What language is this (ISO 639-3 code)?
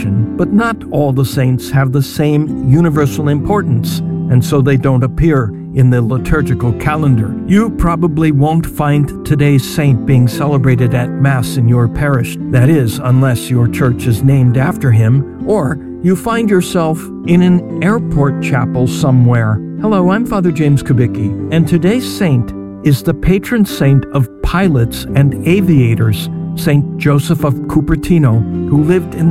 eng